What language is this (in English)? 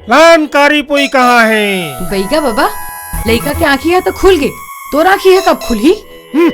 Chhattisgarhi